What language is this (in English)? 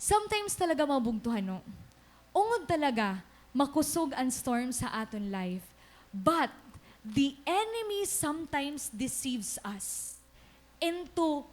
Waray